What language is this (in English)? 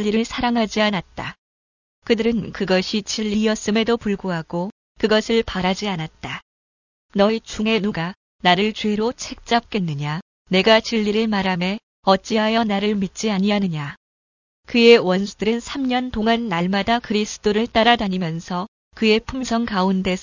Korean